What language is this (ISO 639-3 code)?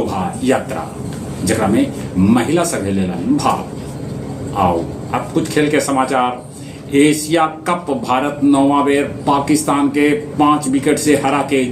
mag